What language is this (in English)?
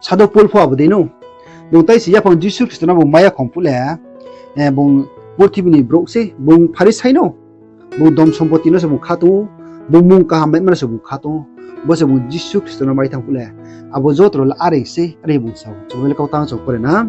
Riang (India)